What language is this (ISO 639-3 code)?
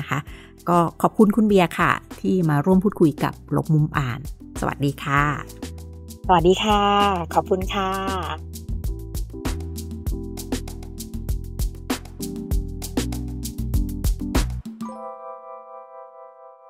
tha